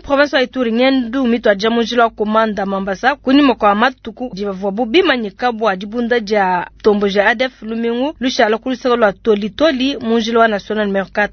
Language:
Luba-Lulua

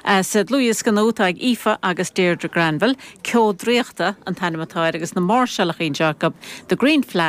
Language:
Irish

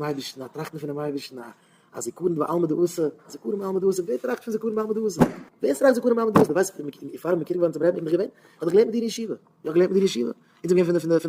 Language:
Yiddish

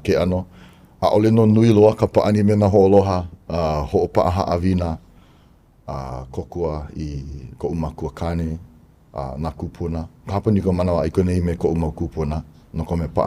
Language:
Hawaiian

